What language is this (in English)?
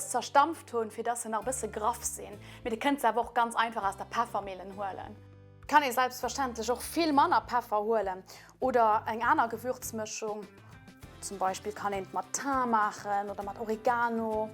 Luxembourgish